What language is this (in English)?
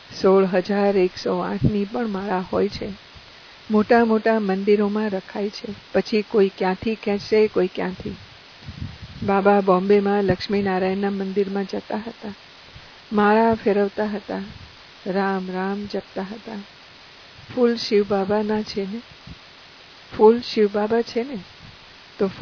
Gujarati